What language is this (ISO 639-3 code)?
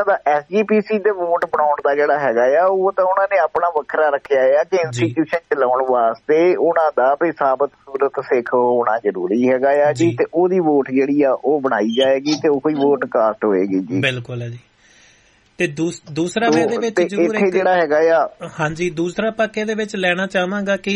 pan